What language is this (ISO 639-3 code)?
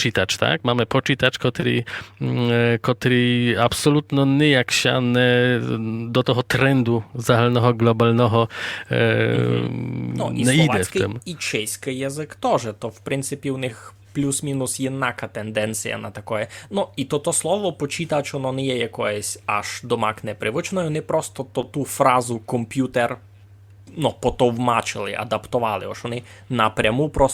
rue